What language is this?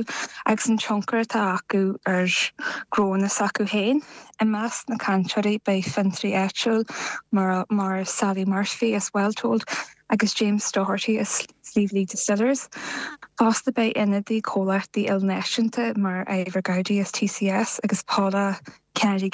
Irish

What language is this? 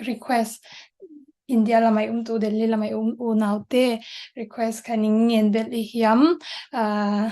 Falam Chin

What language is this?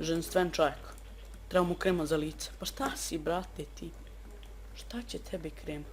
Bosnian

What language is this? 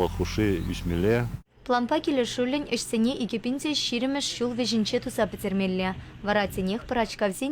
Chuvash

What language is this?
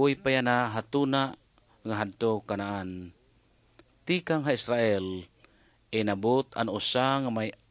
Waray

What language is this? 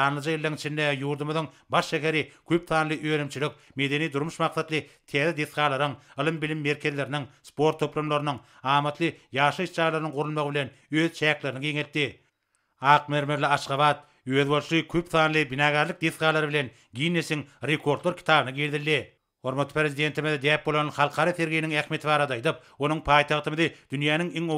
Turkmen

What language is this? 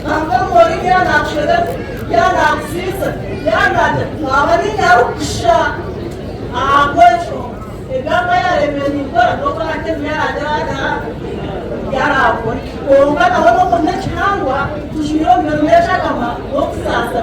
Nyankole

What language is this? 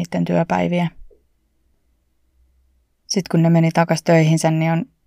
Finnish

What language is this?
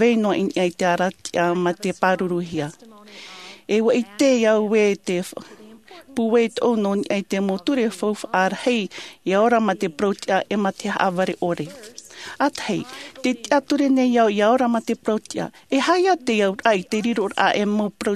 Tahitian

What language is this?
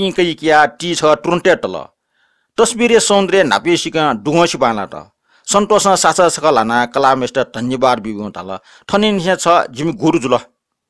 Newari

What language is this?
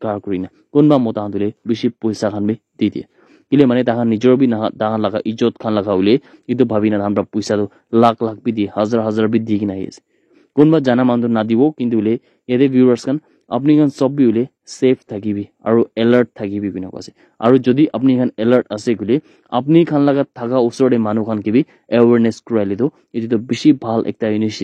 Naga Pidgin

